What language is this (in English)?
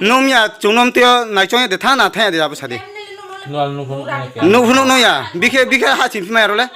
Riang (India)